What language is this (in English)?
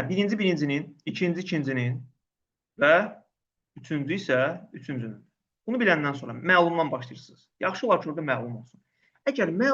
Azerbaijani